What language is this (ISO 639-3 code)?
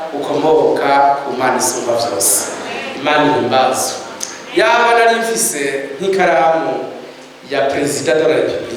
run